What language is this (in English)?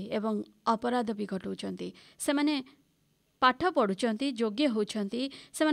Odia